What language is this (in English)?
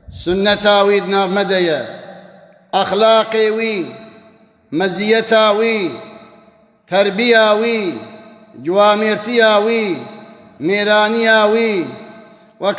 Kurdish